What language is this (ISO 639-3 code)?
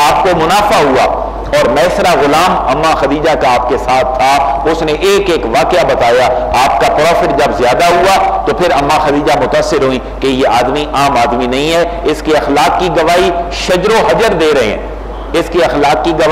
urd